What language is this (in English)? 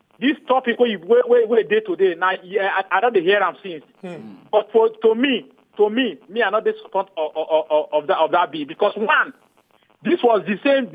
Nigerian Pidgin